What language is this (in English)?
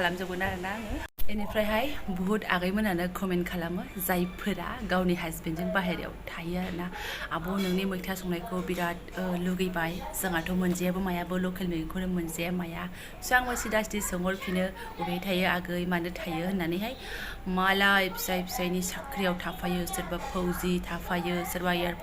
Bodo